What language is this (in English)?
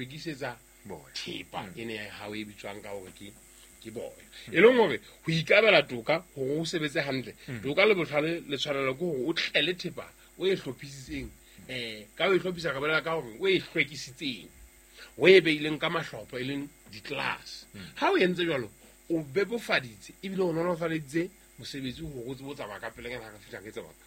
Southern Sotho